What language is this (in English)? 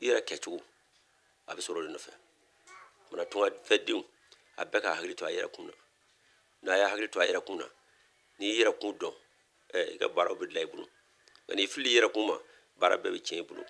Bambara